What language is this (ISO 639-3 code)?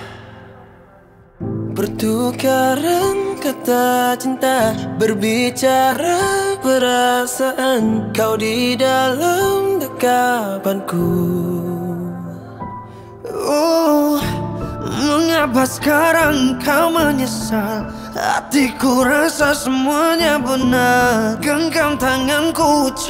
msa